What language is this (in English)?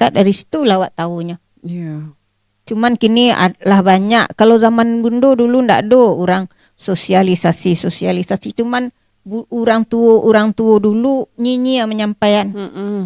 Minangkabau